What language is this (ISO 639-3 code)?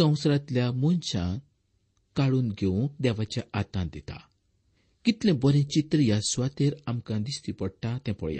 kok